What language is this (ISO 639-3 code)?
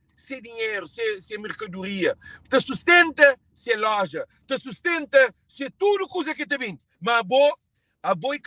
kea